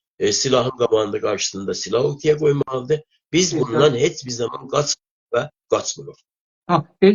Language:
South Azerbaijani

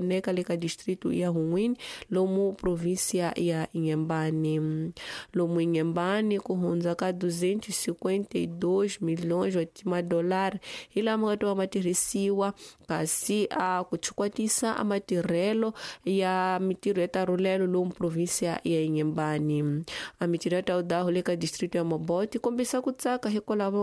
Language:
Tsonga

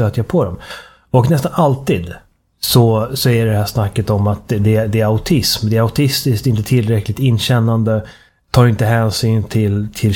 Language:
Swedish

